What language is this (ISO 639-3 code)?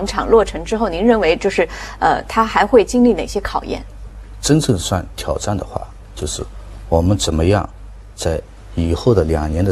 zho